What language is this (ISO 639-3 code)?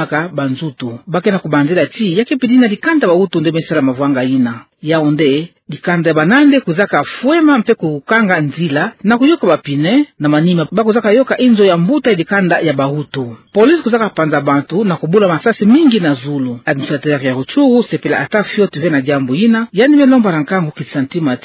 ktu